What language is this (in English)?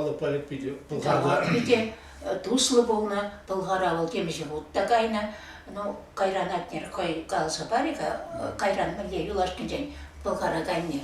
Chuvash